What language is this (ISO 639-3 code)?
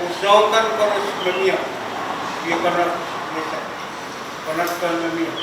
pon